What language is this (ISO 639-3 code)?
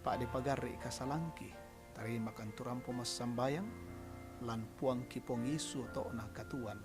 sda